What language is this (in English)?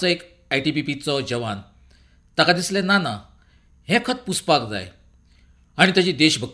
Konkani